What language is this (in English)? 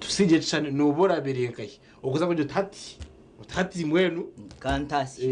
Nyankole